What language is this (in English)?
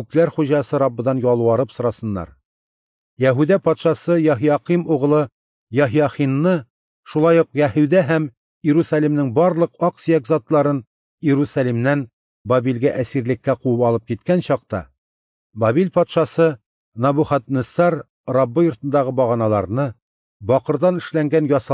Tatar